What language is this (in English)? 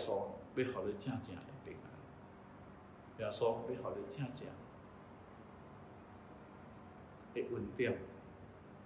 Min Nan Chinese